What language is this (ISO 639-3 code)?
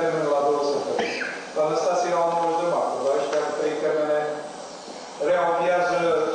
ron